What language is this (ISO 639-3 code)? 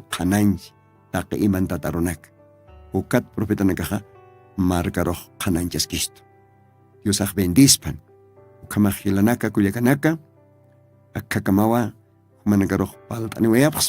aym